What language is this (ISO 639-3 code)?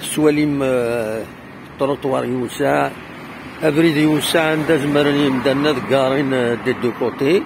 kab